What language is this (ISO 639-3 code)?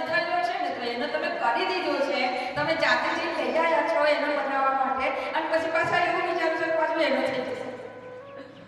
guj